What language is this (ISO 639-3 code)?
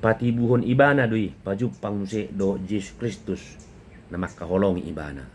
bbc